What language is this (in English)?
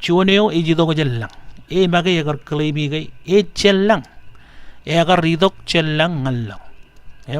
Marshallese